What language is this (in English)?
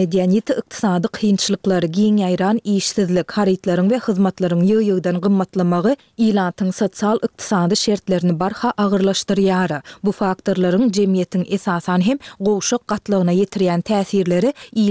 Turkmen